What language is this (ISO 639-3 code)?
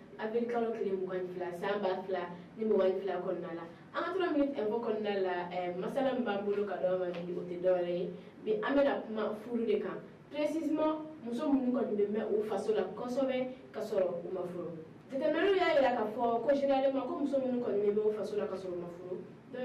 bam